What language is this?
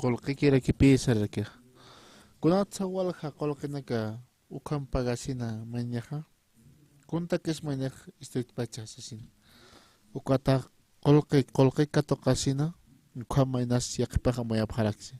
Aymara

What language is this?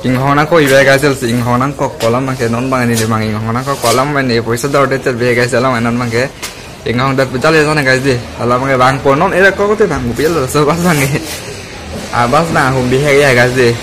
Karbi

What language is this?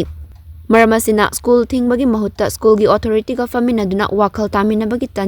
Manipuri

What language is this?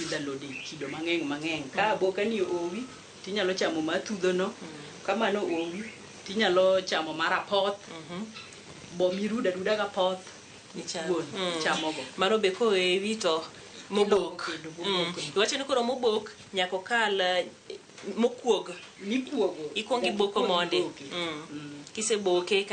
Luo (Kenya and Tanzania)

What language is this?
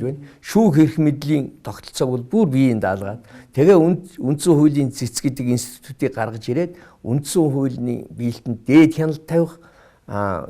Mongolian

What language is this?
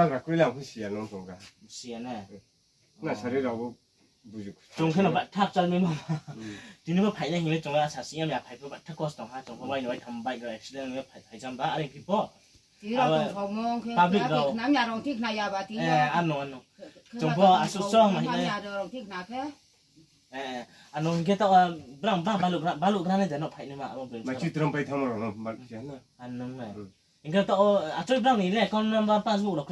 Riang (India)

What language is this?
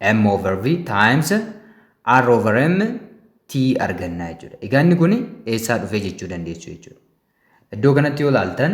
Oromo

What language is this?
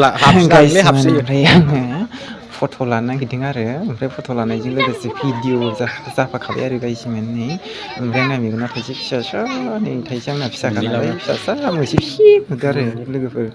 Bodo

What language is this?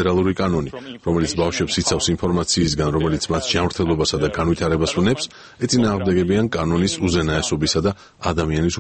Georgian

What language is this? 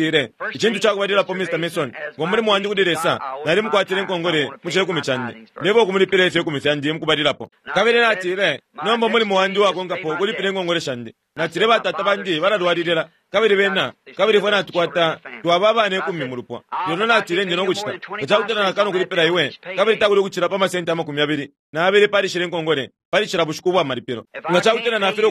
Bemba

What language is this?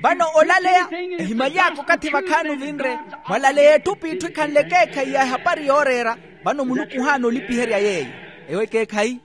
Makhuwa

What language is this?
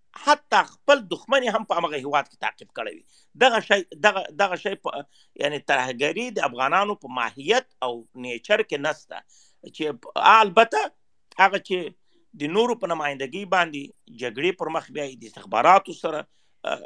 Pashto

